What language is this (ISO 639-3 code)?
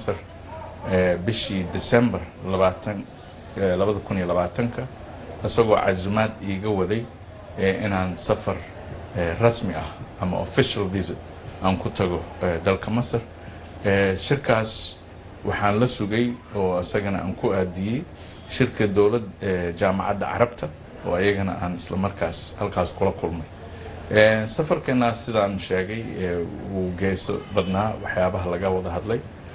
som